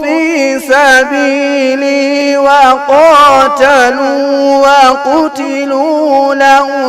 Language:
Fula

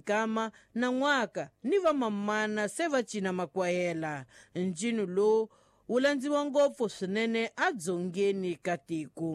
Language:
Tsonga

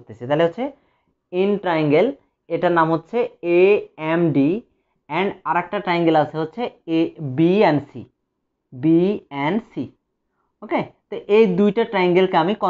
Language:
Bangla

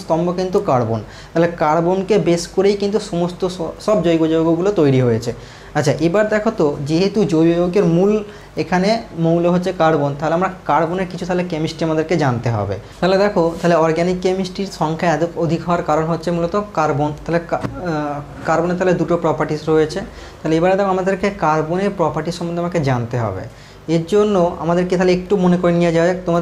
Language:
Bangla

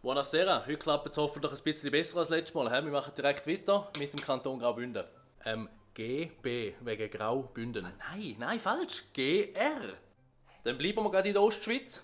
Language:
Swiss German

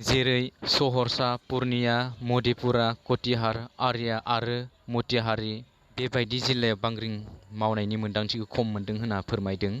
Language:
Bodo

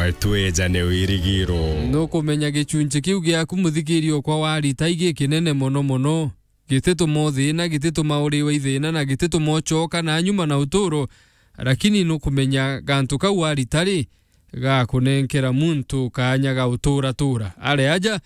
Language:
Meru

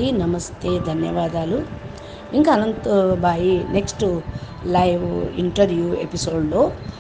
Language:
Telugu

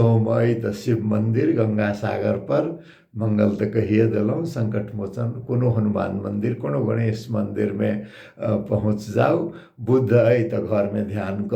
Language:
Maithili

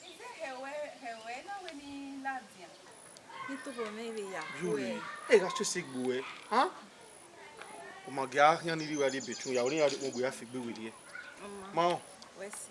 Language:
Bini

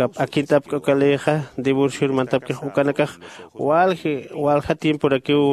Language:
Aymara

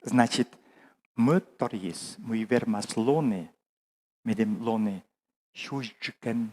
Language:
Komi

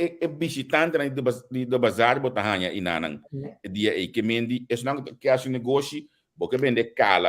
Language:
Papiamento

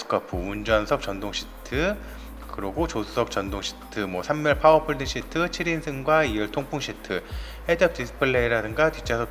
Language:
Korean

